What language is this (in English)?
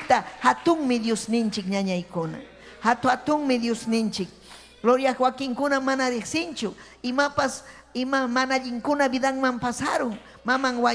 Ayacucho Quechua